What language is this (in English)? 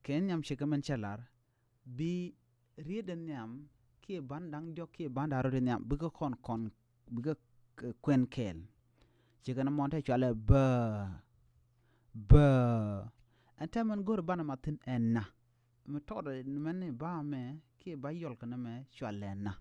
Nuer